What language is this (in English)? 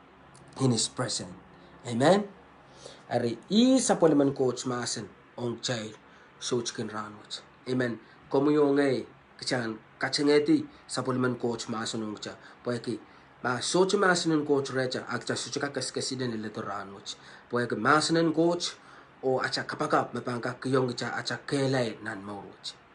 Pohnpeian